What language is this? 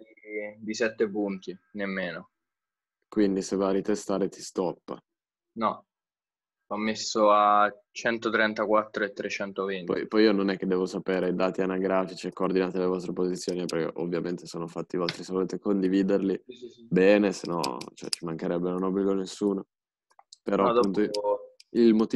Italian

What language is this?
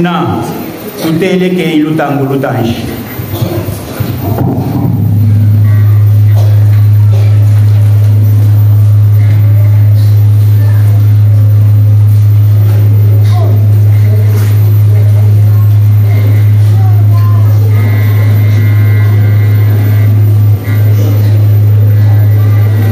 Swahili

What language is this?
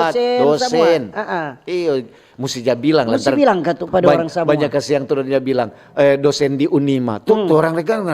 Manado Malay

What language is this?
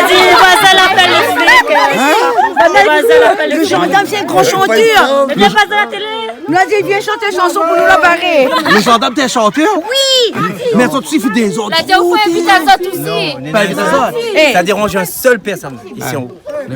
Réunion Creole French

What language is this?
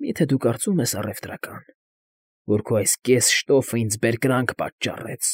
Armenian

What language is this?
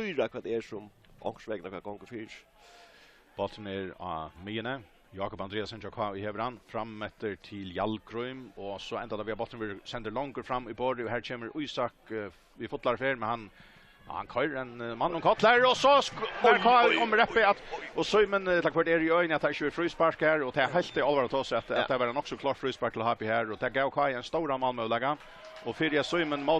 Faroese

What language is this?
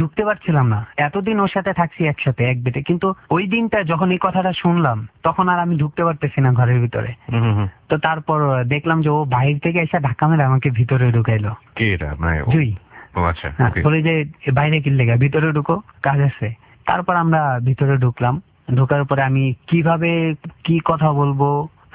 Bangla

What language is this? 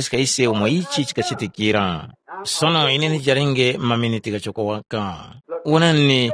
Tumbuka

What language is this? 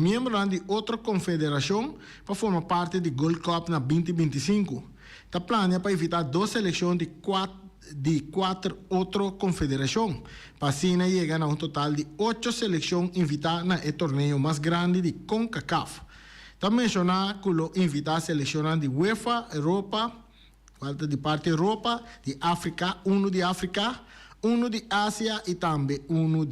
Papiamento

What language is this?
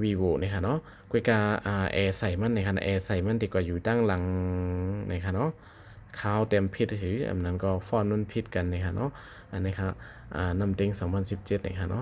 Shan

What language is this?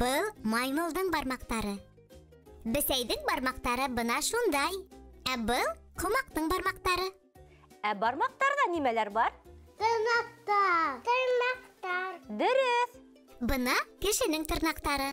Bashkir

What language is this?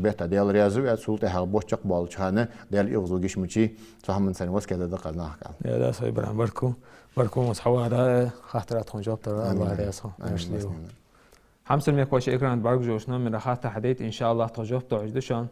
Ingush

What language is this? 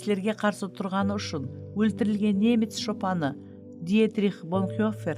Kara-Kalpak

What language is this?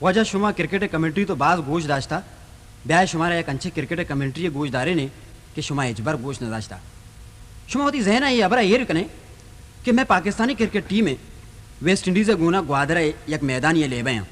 Baluchi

